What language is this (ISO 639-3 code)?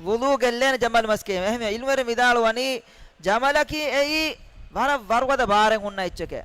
div